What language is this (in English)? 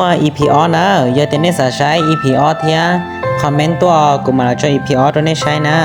Hmong